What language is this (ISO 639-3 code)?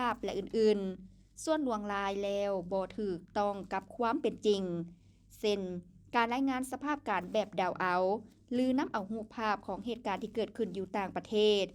lao